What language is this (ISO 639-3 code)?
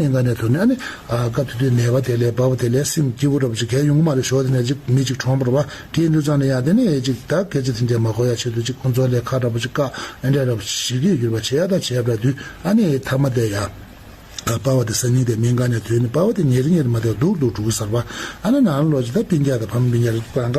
bod